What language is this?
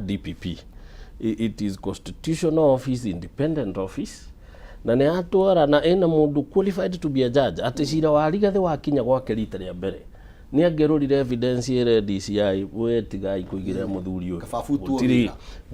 Kikuyu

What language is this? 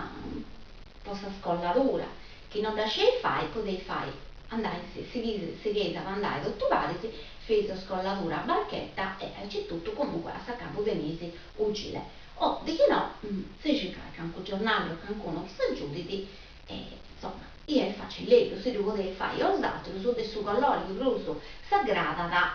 Sardinian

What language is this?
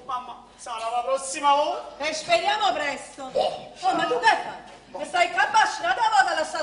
Neapolitan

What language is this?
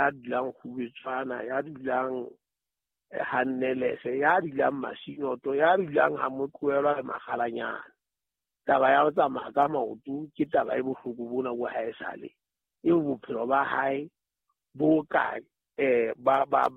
Southern Sotho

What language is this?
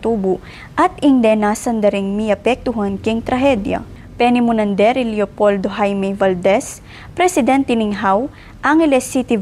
Pampanga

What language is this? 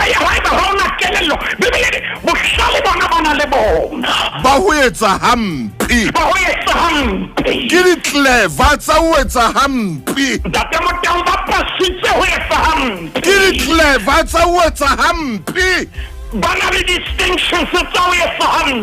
Southern Sotho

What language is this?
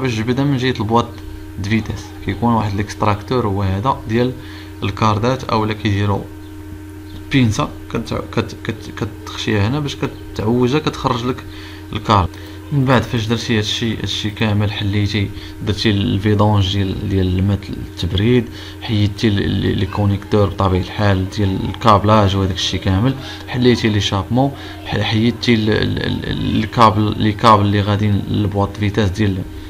Moroccan Arabic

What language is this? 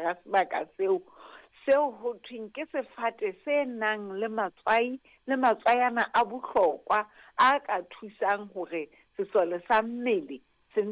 Southern Sotho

